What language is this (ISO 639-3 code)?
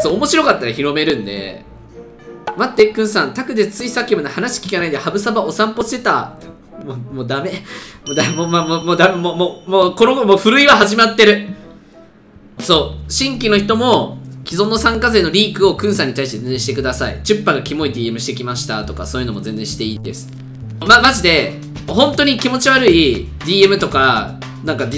jpn